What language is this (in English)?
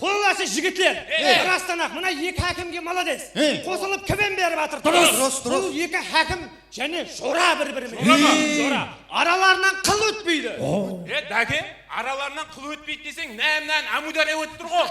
Kara-Kalpak